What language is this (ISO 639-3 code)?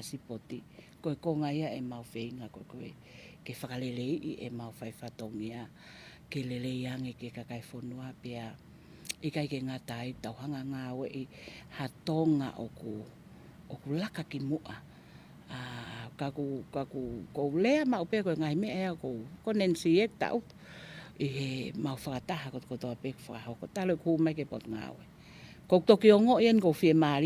ton